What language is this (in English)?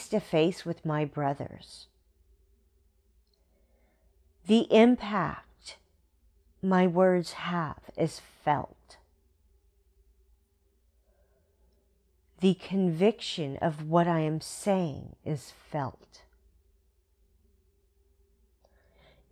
English